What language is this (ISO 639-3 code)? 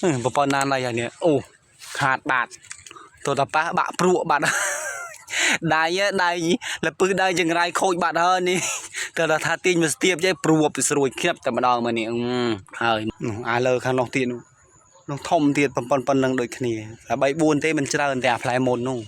khm